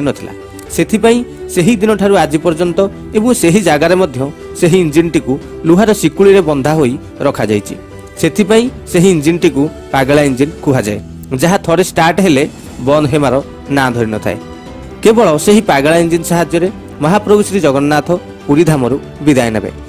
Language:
Odia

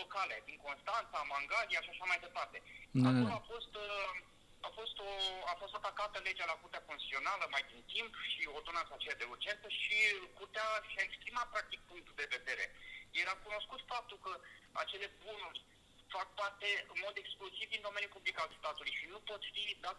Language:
Romanian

